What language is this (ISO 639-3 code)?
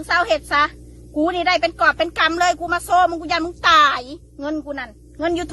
tts